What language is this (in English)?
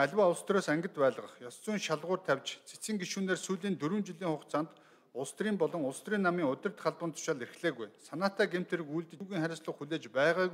Mongolian